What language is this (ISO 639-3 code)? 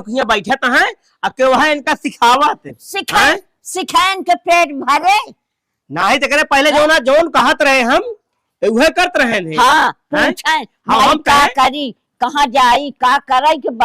awa